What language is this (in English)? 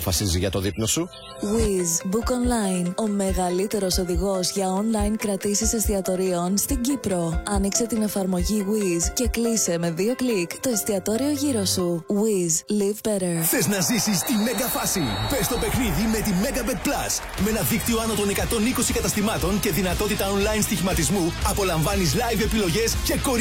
Greek